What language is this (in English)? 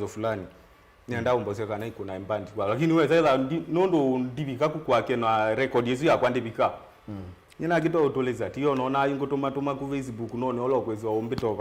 Kamba